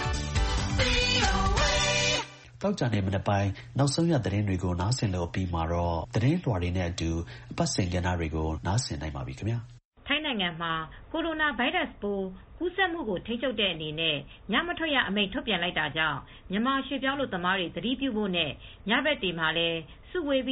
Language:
Burmese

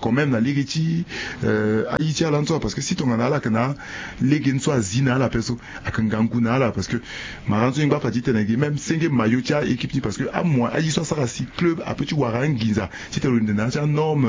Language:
Sango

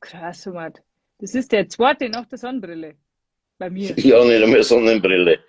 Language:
Bavarian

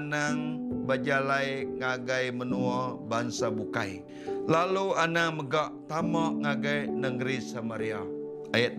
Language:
Iban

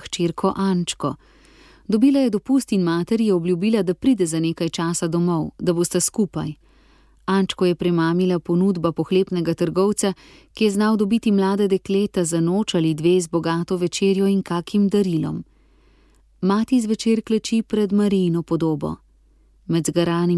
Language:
Slovenian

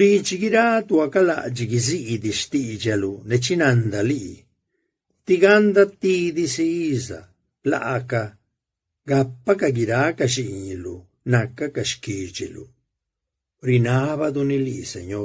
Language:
Zapotec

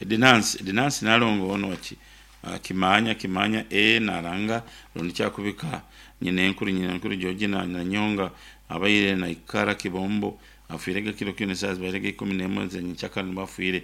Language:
Nyoro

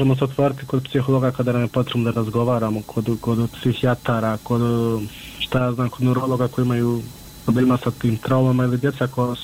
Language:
Bosnian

